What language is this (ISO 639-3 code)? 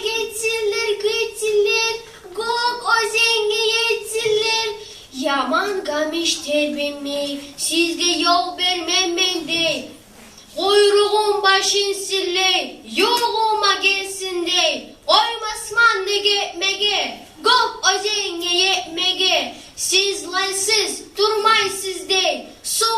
kum